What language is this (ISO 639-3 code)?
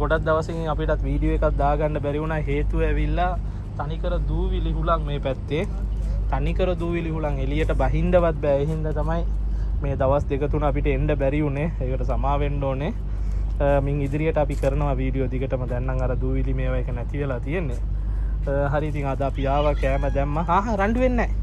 sin